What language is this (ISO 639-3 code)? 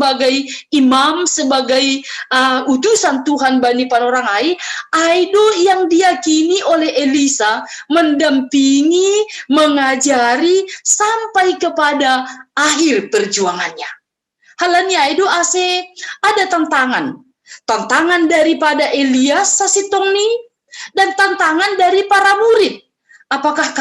bts